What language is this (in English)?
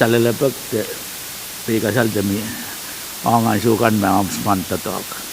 Pohnpeian